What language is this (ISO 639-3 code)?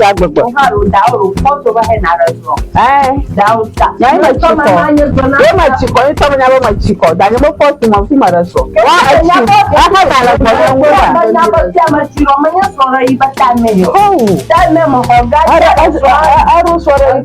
ewe